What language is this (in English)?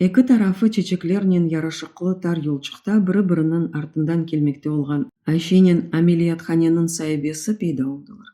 Crimean Tatar